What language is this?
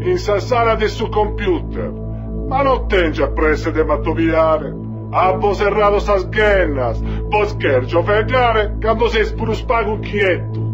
Sardinian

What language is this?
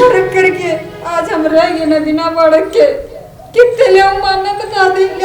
Haryanvi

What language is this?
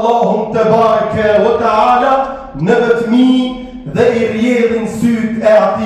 Albanian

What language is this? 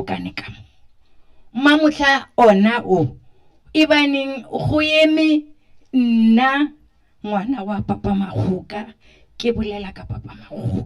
Northern Sotho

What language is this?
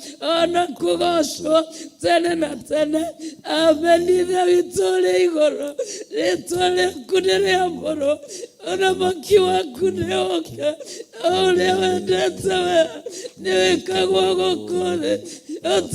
Kikuyu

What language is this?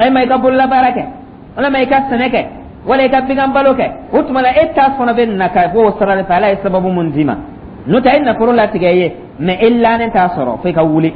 Dyula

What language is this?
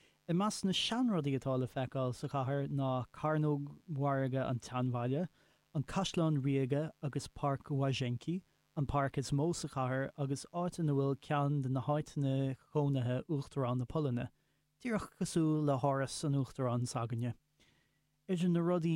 Irish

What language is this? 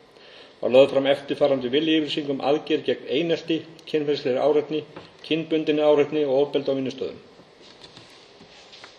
Icelandic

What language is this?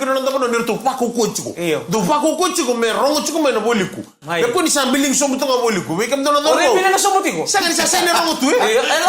Fijian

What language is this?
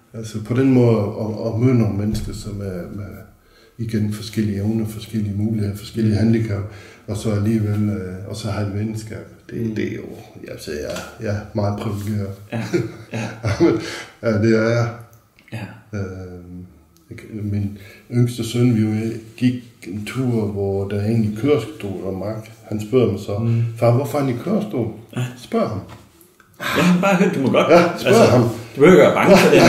Danish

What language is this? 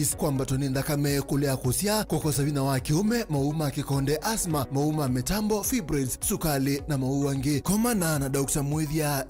Kamba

